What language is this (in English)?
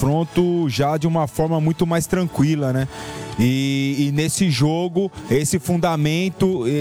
Portuguese